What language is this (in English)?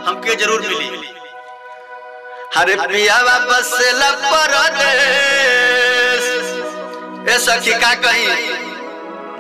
Bhojpuri